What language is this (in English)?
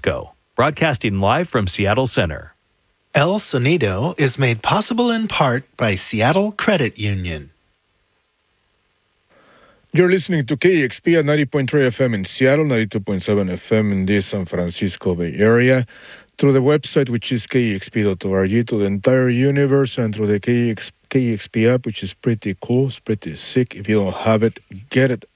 English